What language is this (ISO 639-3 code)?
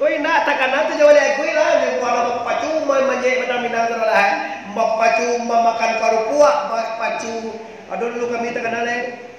min